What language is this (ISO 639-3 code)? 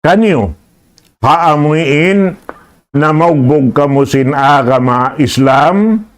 tsg